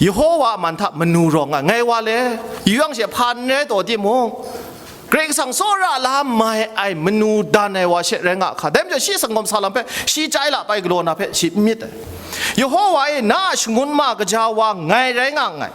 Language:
Kachin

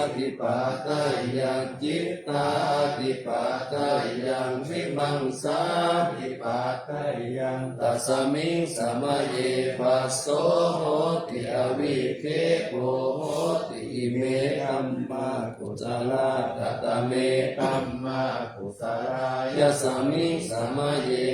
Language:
Pali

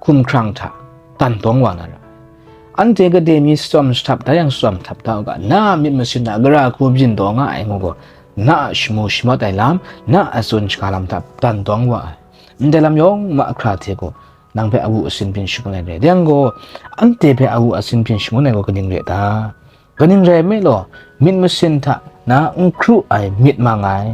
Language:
Kachin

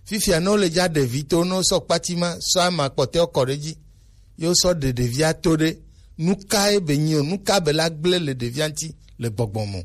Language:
Gen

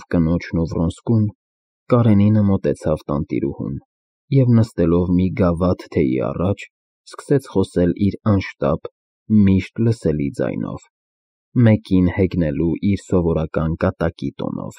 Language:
Armenian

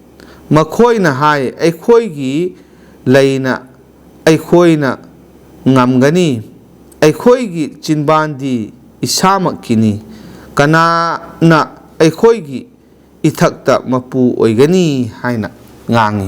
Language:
Manipuri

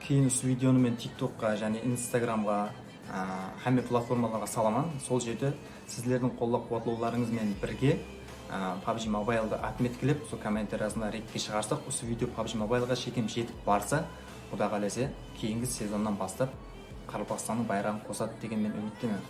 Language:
Kara-Kalpak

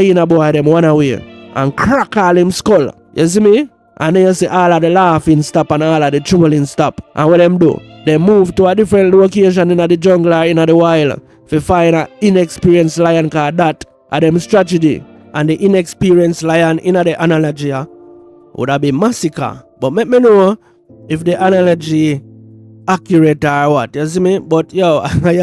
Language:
Jamaican Creole English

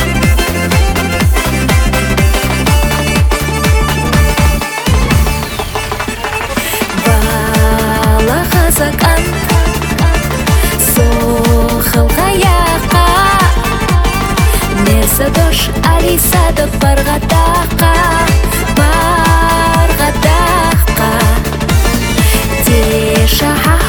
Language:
Kazakh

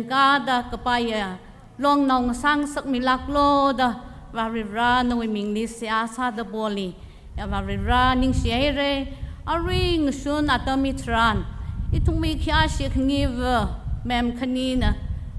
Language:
Tangkhul Naga (India)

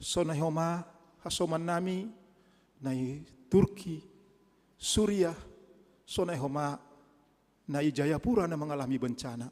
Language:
Batak Simalungun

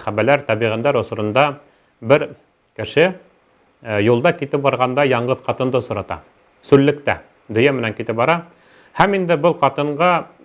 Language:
Bashkir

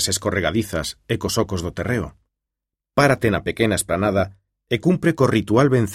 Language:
Galician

